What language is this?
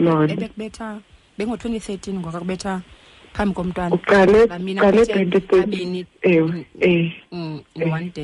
Xhosa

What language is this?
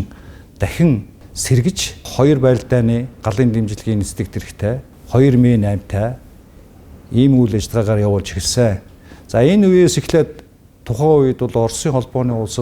Mongolian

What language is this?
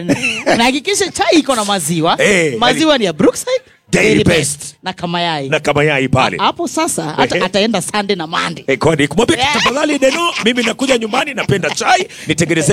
Swahili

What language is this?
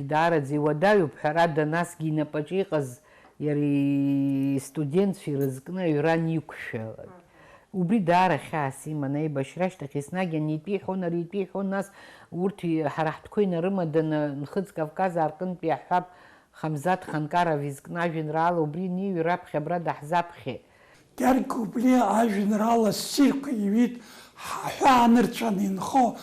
Abkhazian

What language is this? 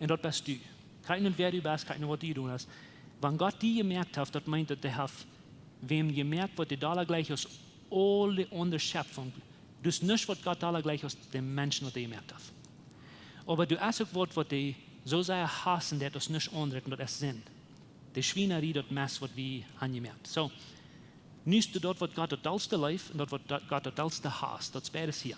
Plautdietsch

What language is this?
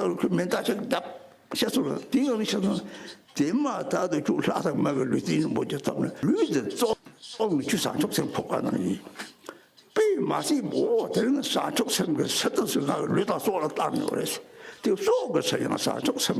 Tibetan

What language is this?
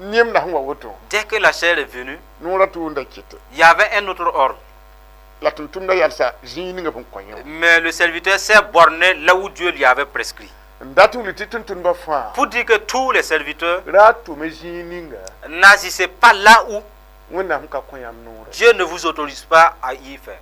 Mossi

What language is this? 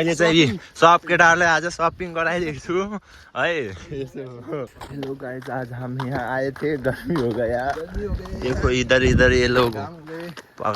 Nepali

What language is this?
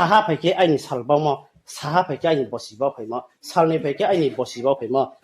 Riang (India)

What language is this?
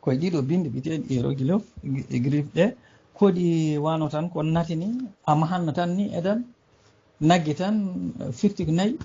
Fula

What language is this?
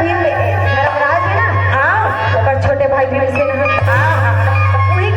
Chhattisgarhi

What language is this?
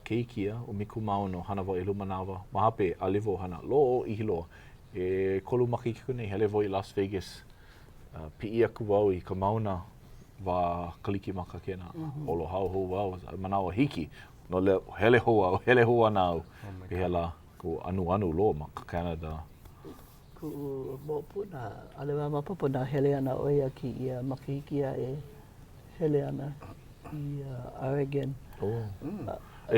Hawaiian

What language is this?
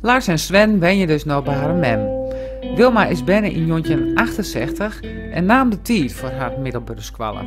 Western Frisian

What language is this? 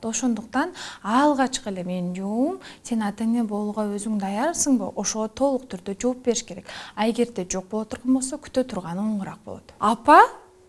Kyrgyz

